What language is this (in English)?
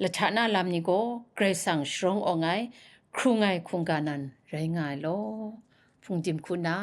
Kachin